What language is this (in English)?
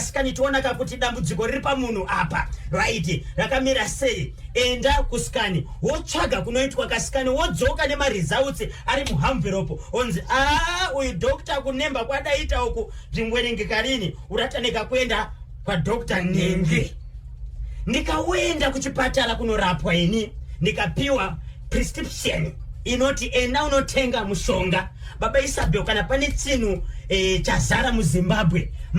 Shona